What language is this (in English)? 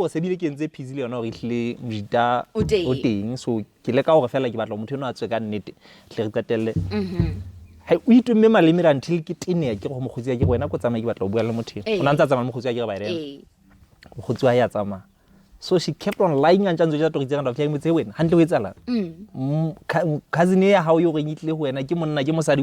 Southern Sotho